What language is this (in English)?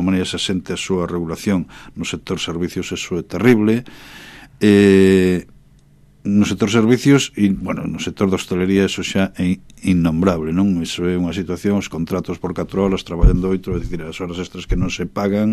Galician